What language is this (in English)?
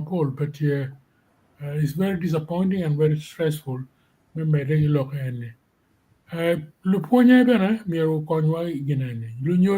Acoli